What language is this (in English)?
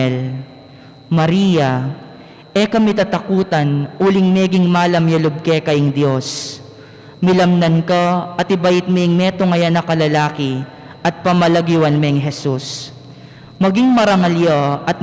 Pampanga